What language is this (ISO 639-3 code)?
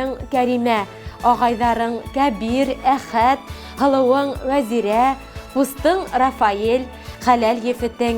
bak